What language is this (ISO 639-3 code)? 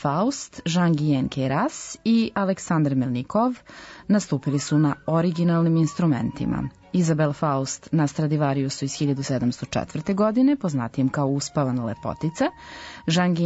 srp